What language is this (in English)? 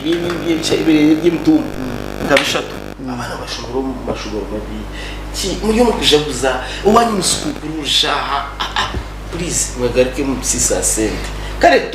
Nyankole